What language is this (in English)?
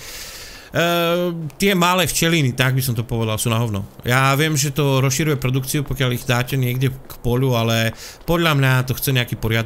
Slovak